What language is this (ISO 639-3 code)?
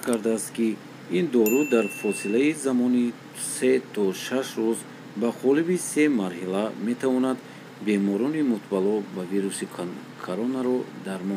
tgk